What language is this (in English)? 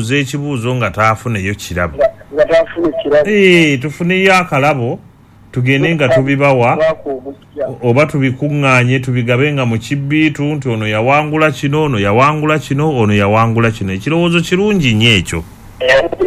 Ganda